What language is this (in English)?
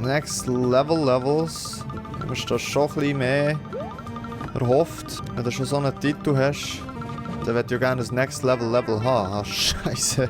Swiss German